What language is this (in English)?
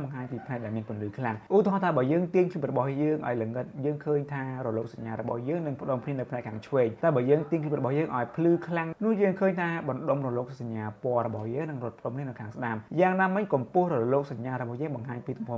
Khmer